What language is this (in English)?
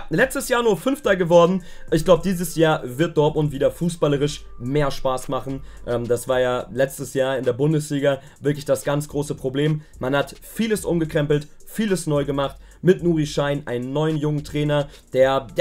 German